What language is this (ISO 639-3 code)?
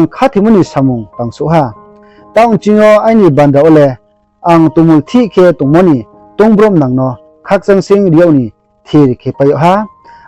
ria